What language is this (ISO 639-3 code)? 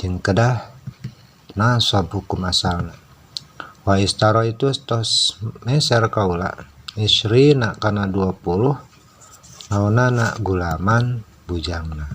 sun